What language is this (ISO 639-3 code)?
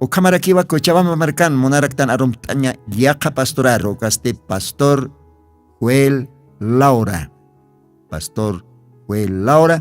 aym